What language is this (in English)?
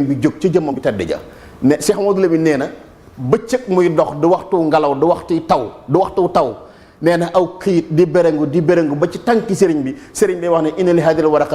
Wolof